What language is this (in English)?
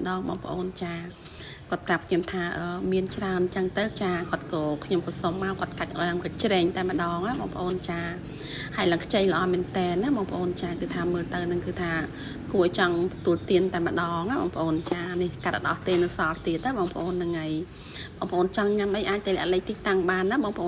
Khmer